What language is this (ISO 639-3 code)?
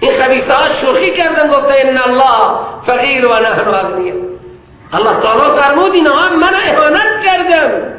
fas